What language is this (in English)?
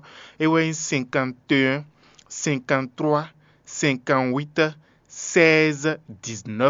Fon